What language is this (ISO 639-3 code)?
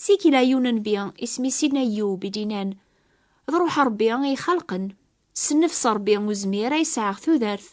kab